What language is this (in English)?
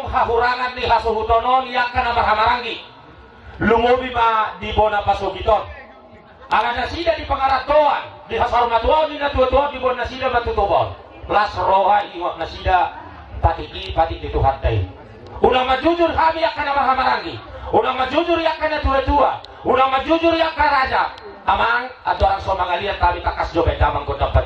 Batak Toba